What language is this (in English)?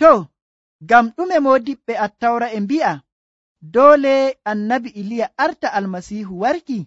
Nigerian Fulfulde